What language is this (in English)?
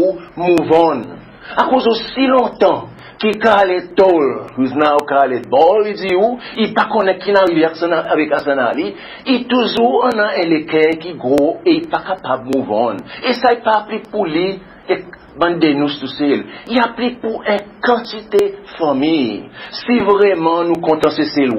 Seselwa Creole French